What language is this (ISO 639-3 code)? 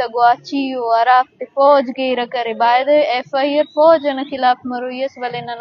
bgp